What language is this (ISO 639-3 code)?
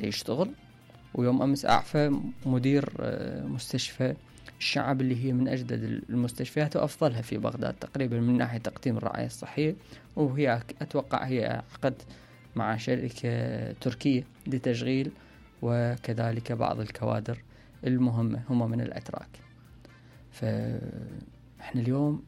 acm